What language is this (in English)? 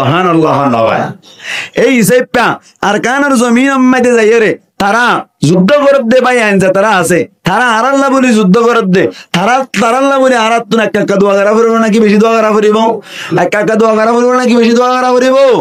Rohingya